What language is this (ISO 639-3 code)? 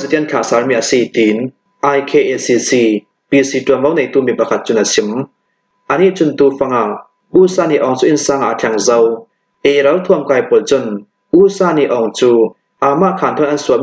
cnh